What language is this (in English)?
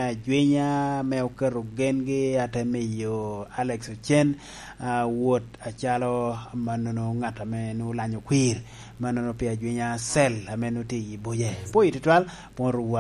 Lango (Uganda)